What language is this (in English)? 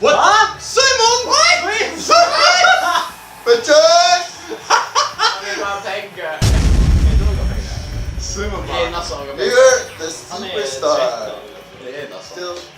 Faroese